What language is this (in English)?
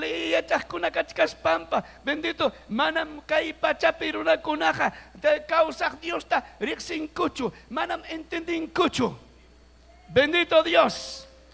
Ayacucho Quechua